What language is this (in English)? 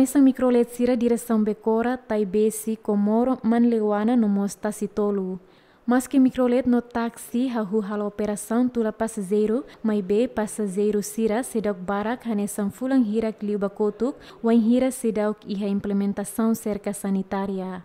Tetum